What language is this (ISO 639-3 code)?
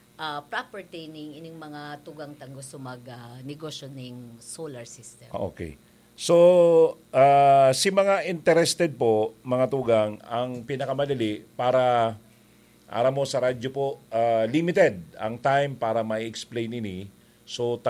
bik